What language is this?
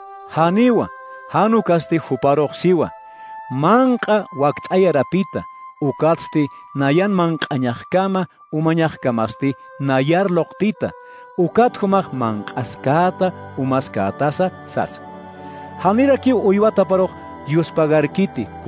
Aymara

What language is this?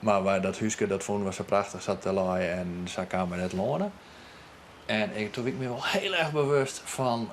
Western Frisian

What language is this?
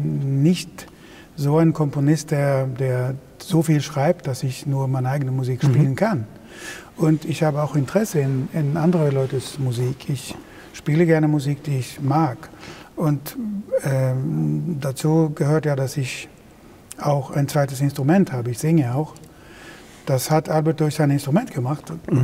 German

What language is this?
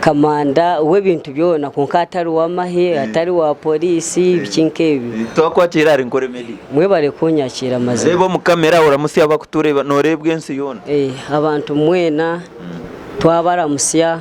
Nyankole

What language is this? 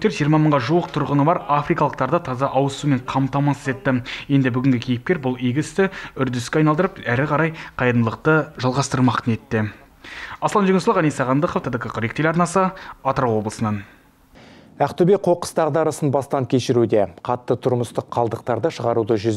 Kazakh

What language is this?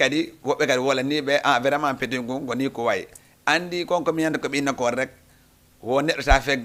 Fula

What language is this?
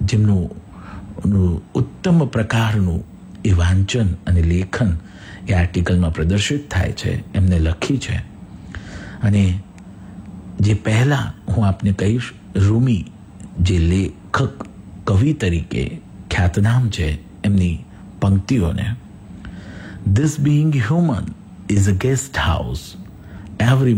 Gujarati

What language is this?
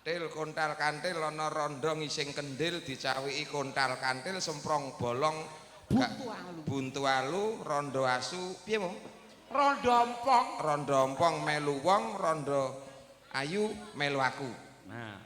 Javanese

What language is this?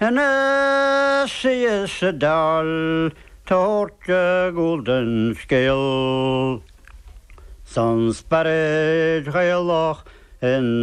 Irish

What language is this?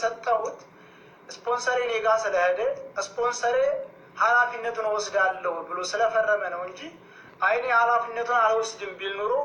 Amharic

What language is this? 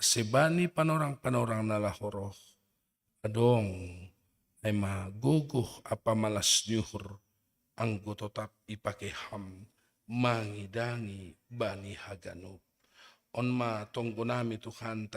Batak Simalungun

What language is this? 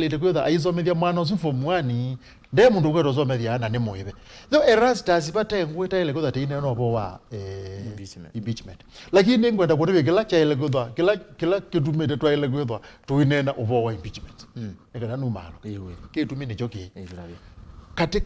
Kamba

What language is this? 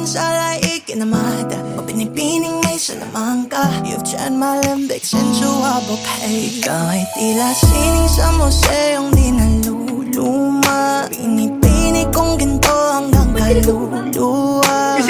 Filipino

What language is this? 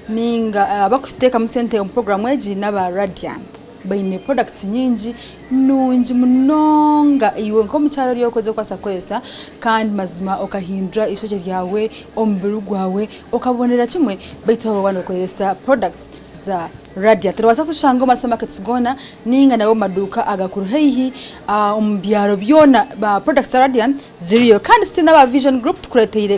Nyankole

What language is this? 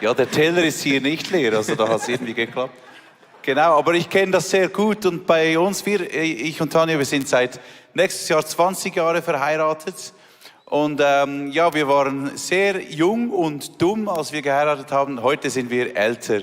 Swiss German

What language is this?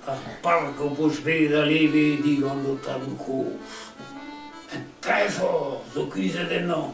Breton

